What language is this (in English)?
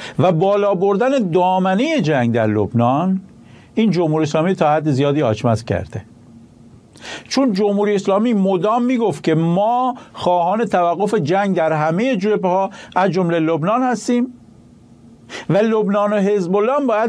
Persian